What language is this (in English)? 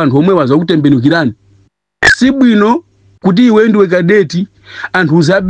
Nyanja